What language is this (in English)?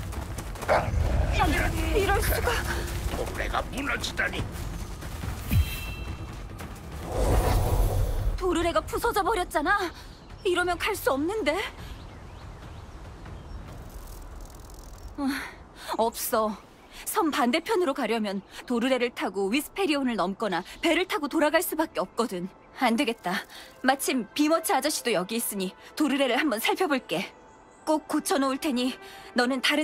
Korean